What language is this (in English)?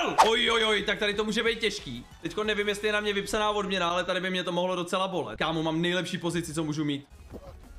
Czech